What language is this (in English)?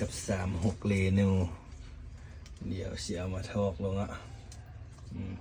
Lao